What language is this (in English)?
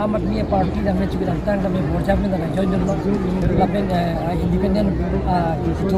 Karbi